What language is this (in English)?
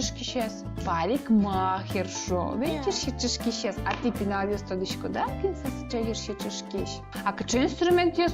Udmurt